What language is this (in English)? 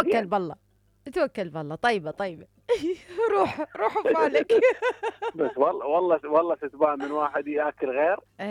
Mesopotamian Arabic